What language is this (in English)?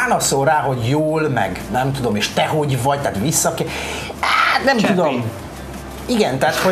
Hungarian